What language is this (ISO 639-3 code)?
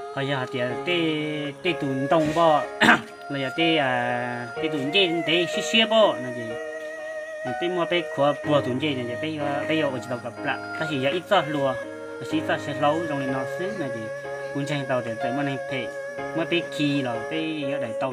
hmn